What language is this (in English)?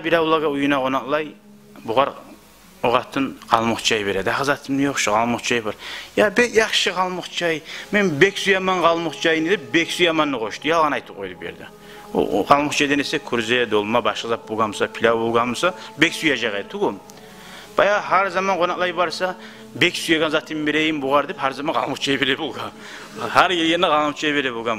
Kumyk